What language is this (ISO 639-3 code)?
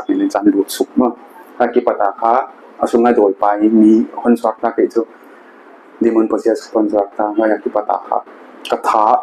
pck